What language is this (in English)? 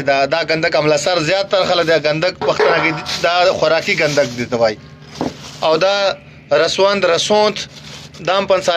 Pashto